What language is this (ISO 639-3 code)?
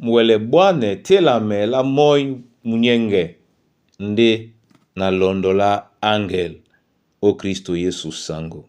dua